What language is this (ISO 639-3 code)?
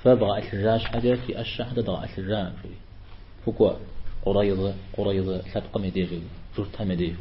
kbd